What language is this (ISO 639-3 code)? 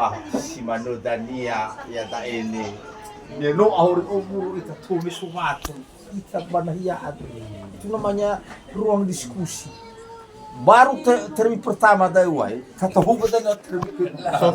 nia